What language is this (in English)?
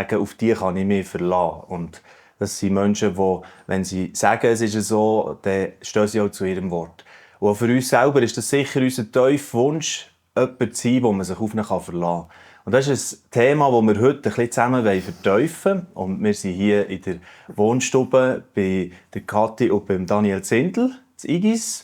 Swiss German